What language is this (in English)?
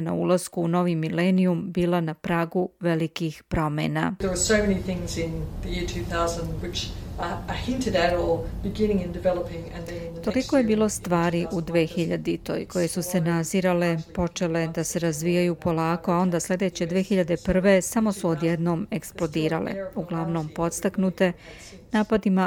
Croatian